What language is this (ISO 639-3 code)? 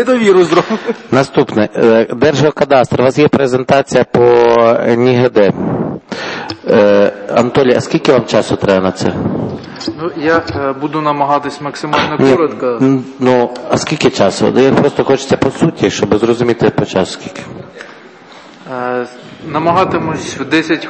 ukr